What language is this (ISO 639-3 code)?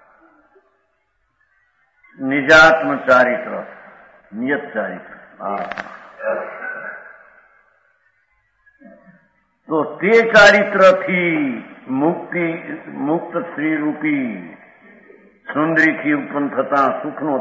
guj